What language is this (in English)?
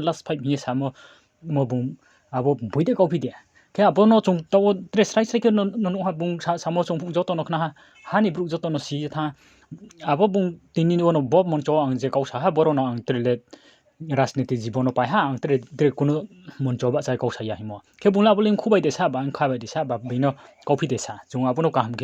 Riang (India)